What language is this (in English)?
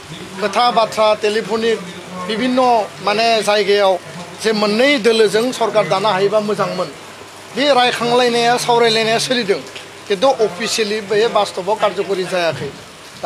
Bodo